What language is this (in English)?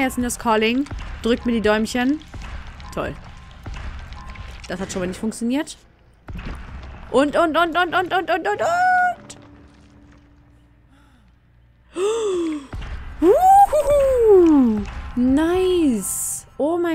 German